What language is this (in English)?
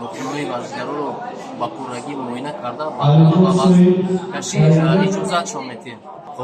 Tajik